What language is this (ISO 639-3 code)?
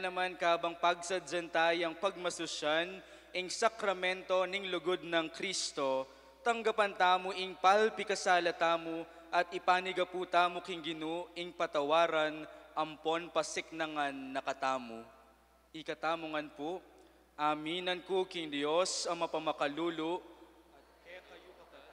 pam